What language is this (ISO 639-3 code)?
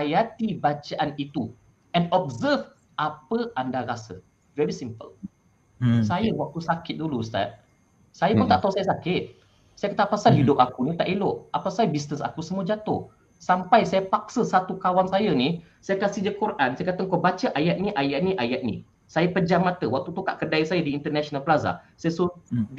msa